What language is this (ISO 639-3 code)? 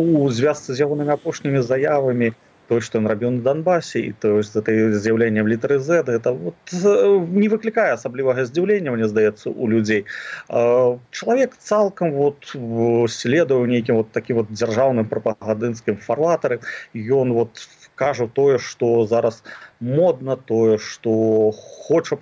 bel